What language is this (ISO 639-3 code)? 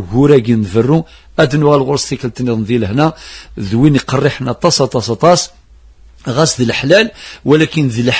kab